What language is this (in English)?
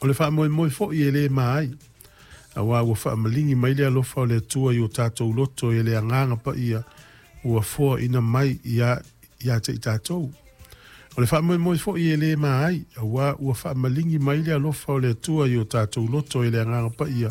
Samoan